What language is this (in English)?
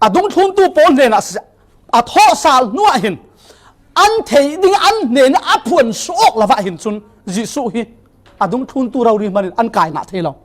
Falam Chin